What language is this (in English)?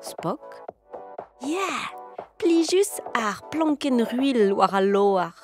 Breton